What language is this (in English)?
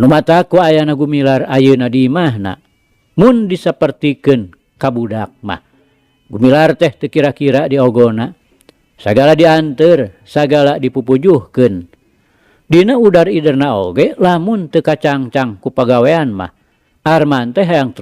Sundanese